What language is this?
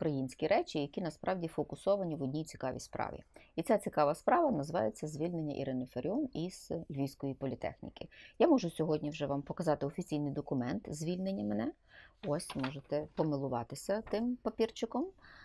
Ukrainian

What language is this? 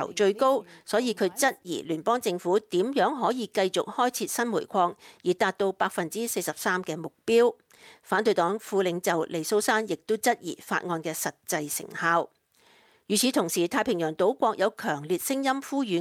Cantonese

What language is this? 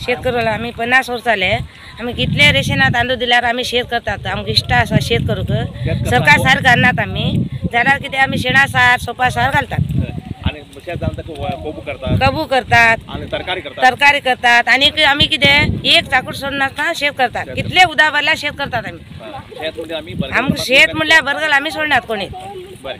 Konkani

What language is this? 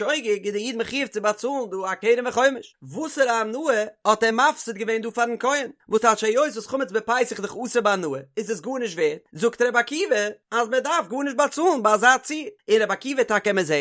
Yiddish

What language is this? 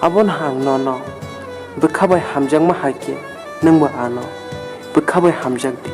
Kok Borok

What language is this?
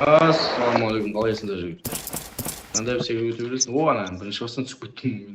Kara-Kalpak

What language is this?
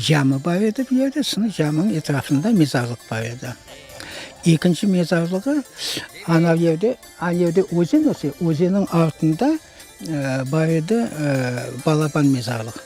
Crimean Tatar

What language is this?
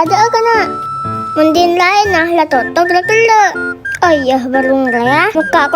Madurese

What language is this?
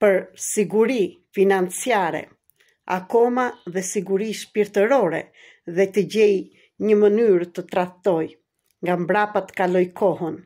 Albanian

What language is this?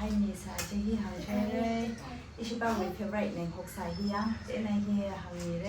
Tangkhul Naga (India)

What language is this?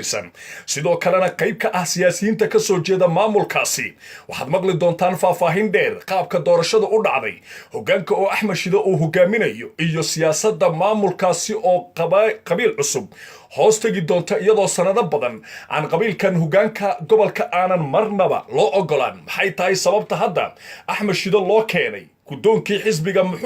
Somali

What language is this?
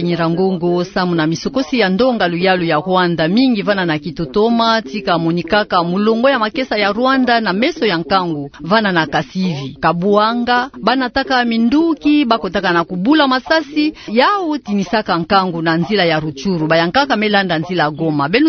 Kituba (Democratic Republic of Congo)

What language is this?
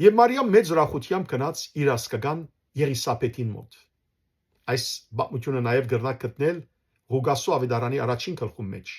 Western Armenian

